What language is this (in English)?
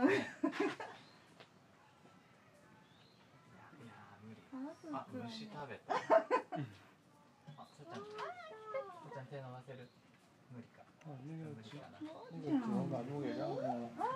Japanese